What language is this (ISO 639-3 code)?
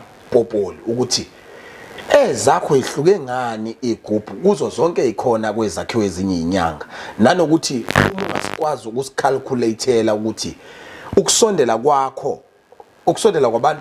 zul